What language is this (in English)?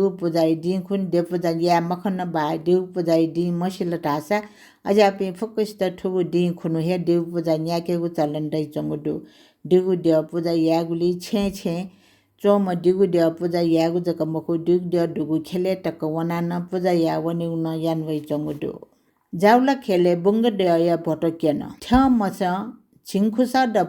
Newari